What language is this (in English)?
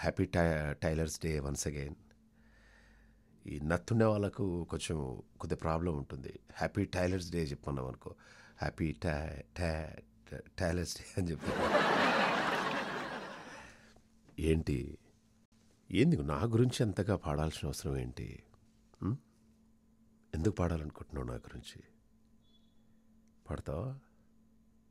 Telugu